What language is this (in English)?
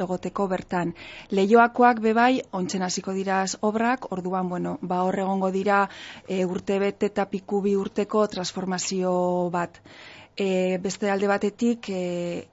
Basque